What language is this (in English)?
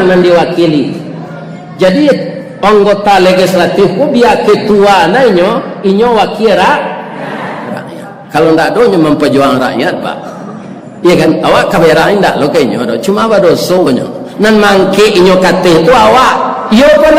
Minangkabau